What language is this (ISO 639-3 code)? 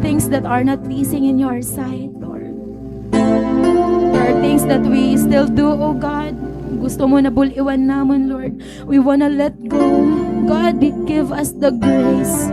war